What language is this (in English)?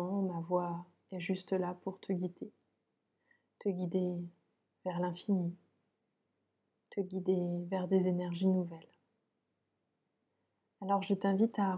French